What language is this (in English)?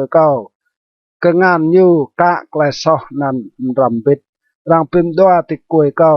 Rade